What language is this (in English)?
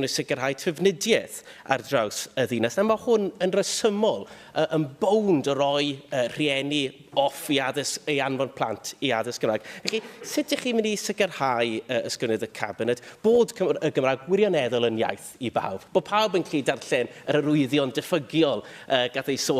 Welsh